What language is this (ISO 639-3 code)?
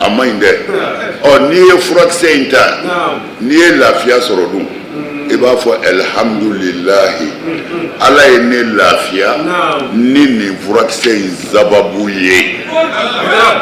bam